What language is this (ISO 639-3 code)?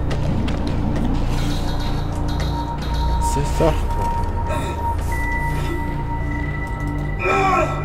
deu